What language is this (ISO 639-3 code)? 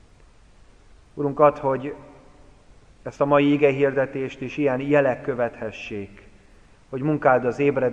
hun